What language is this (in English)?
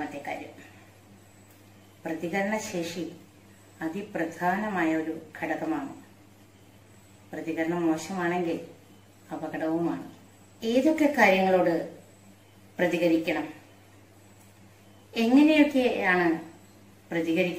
Malayalam